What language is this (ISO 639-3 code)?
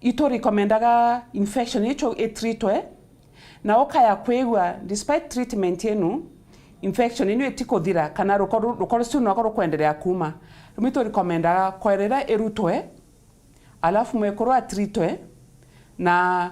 mer